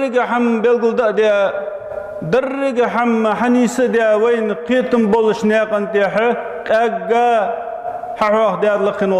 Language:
Ingush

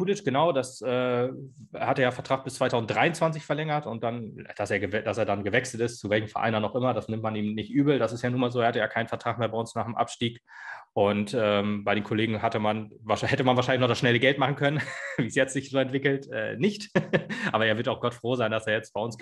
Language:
German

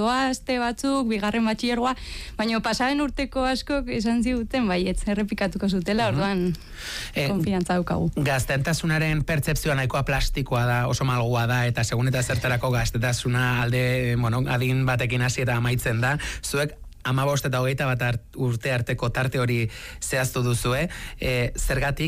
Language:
Basque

